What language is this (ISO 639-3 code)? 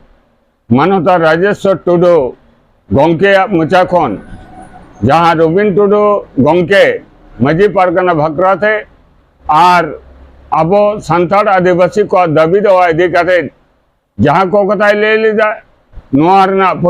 sat